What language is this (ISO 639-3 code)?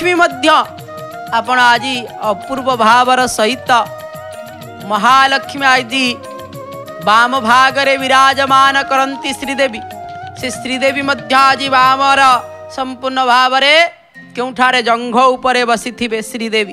ori